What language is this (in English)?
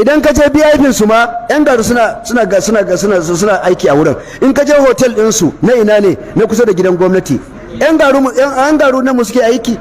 Hausa